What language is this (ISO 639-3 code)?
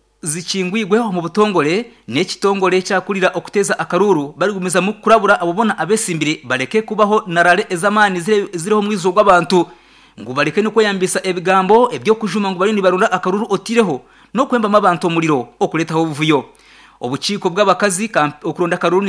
nyn